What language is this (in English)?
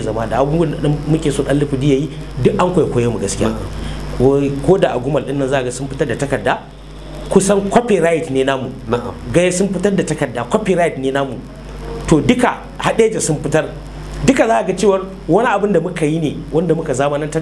Hausa